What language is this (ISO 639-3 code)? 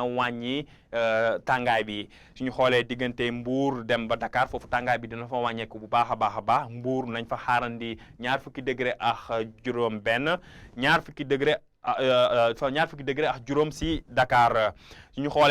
wol